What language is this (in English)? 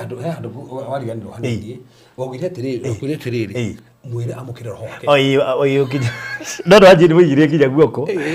Kikuyu